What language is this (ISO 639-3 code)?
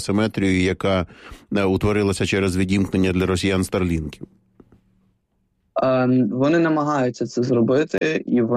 ukr